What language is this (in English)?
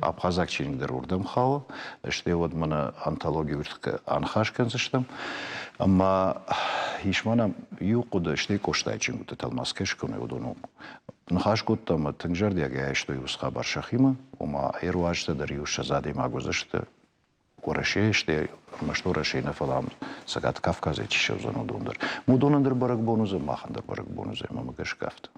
Ossetic